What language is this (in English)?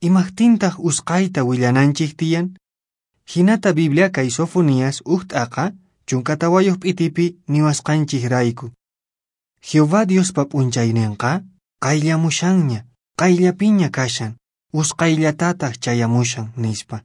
Quechua